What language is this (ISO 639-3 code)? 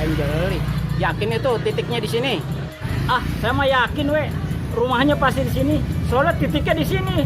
bew